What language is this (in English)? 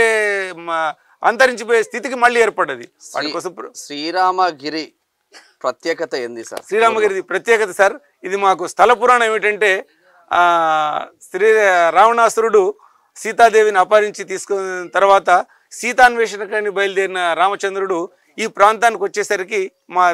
Telugu